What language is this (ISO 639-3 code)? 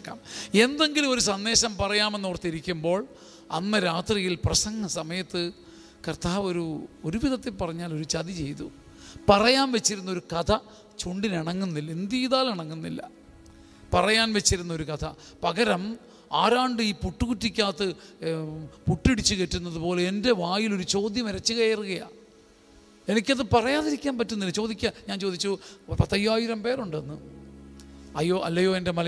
mal